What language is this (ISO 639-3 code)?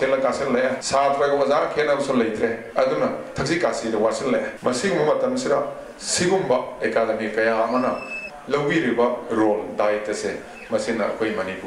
mni